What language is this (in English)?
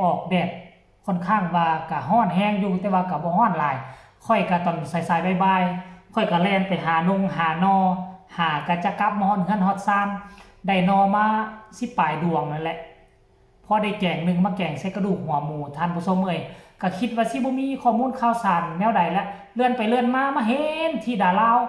Lao